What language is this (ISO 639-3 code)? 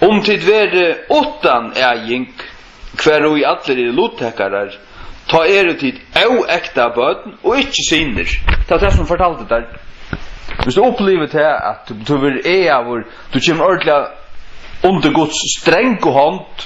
fao